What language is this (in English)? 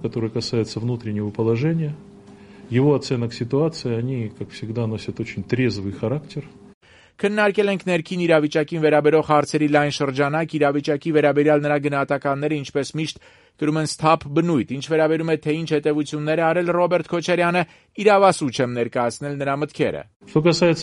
Armenian